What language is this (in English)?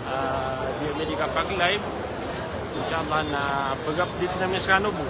Maranao